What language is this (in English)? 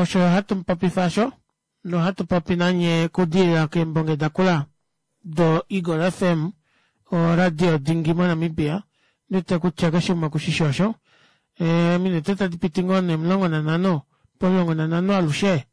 Kuanyama